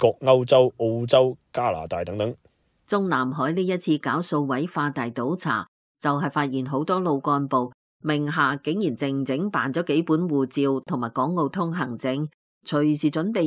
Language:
Cantonese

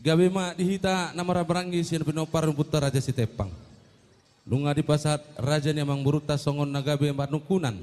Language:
Batak Toba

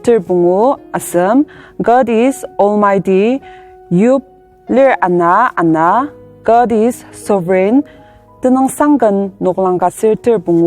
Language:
Ao Naga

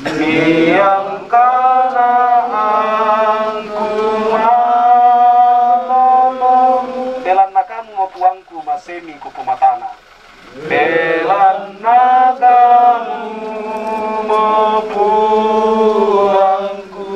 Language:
Toraja-Sa'dan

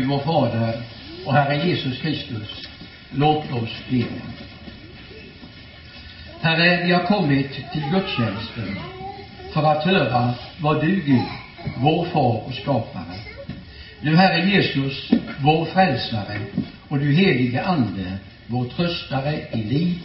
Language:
Swedish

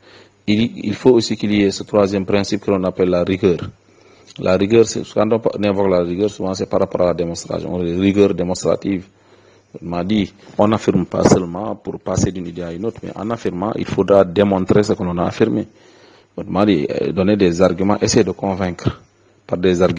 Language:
French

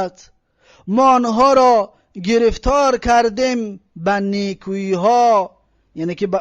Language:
Tajik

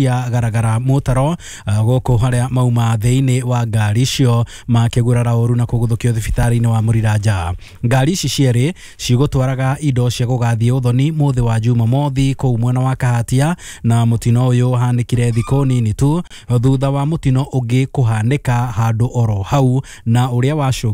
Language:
Kikuyu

